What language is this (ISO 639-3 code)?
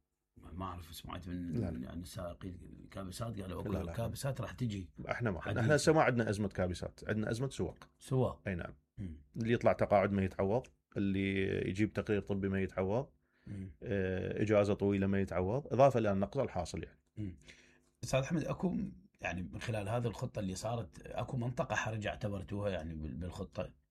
acm